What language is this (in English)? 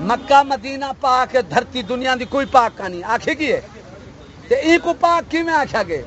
Saraiki